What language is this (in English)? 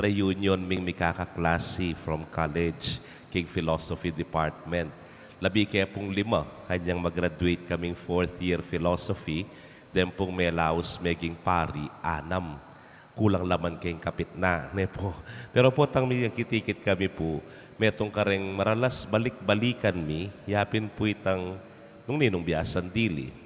Pampanga